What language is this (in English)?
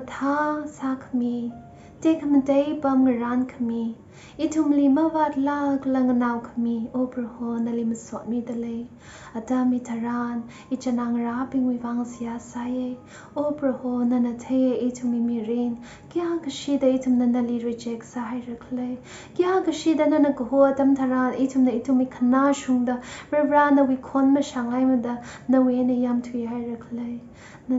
Tangkhul Naga (India)